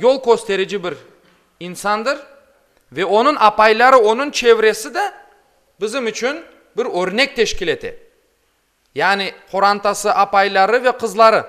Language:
Crimean Tatar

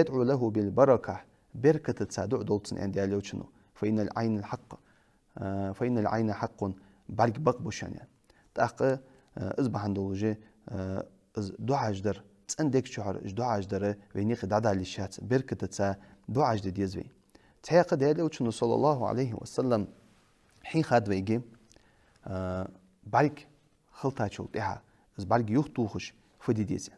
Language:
Ingush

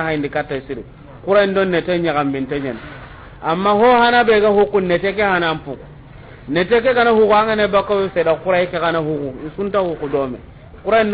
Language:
Soninke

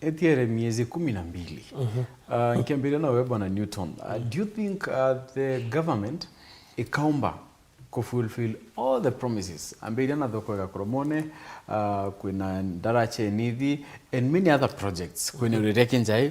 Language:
Meru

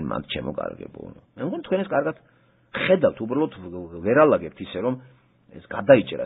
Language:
Georgian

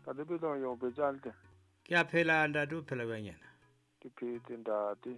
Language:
Southern Sotho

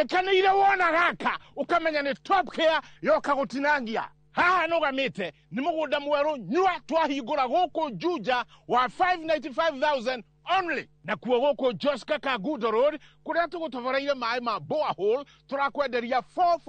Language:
Kikuyu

